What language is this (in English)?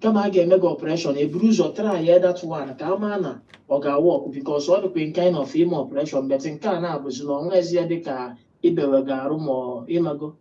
Igbo